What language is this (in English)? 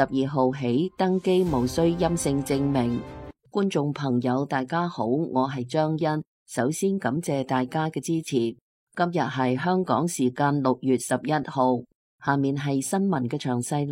Cantonese